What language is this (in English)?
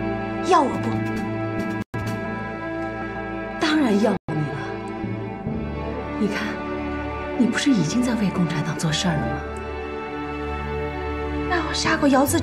Chinese